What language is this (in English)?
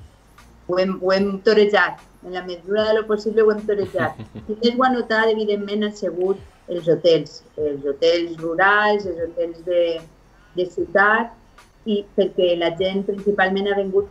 Catalan